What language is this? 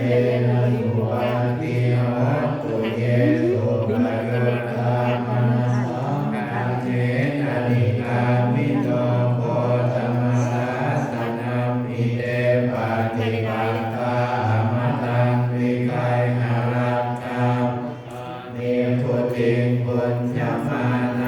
Pali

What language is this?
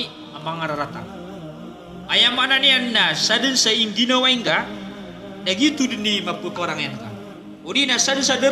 Maranao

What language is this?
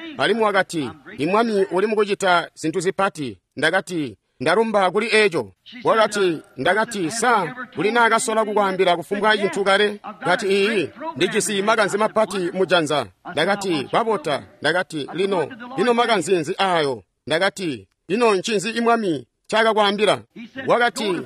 Tonga (Zambia)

